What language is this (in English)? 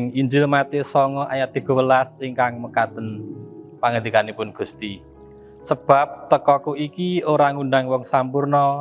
Javanese